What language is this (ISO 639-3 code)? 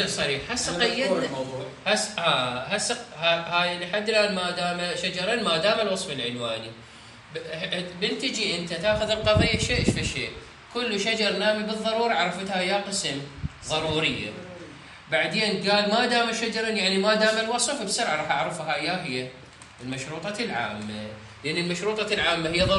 acm